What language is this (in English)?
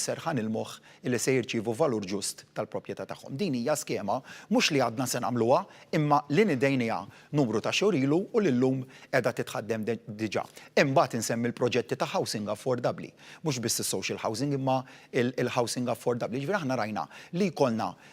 Maltese